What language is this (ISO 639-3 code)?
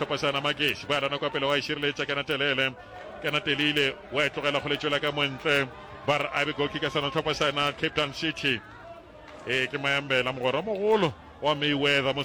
nso